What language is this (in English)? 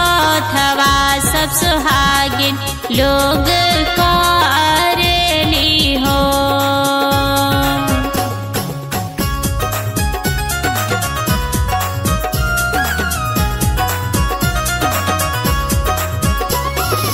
Bhojpuri